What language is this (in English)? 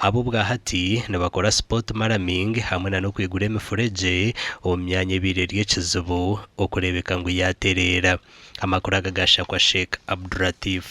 Nyankole